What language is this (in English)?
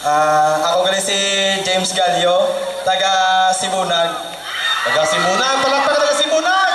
Hiligaynon